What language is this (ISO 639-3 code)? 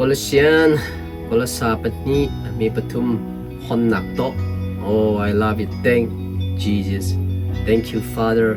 cnh